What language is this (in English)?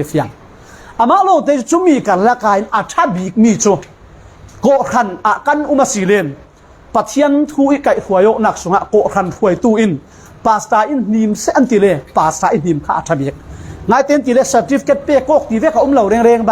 Falam Chin